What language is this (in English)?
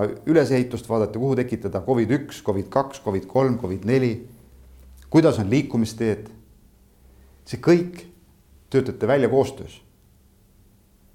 Estonian